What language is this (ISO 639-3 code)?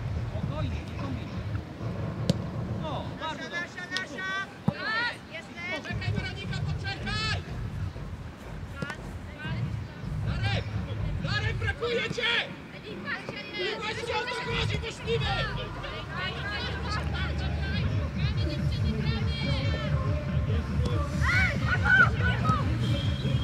pol